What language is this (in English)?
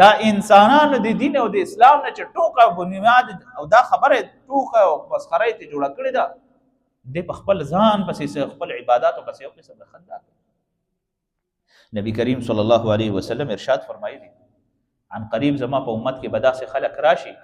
Pashto